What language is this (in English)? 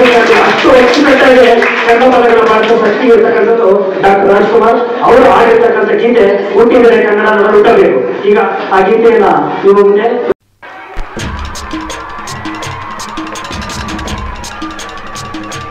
Kannada